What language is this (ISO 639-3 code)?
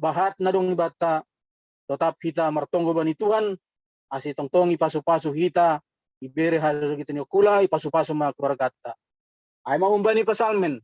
bts